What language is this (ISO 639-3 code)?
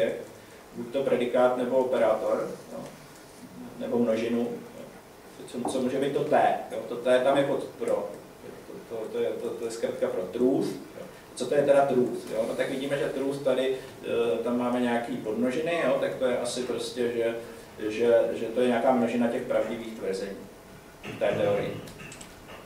ces